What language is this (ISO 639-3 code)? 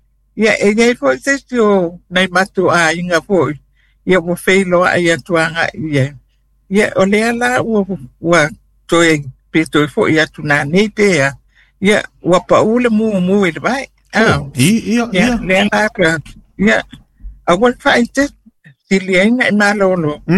smo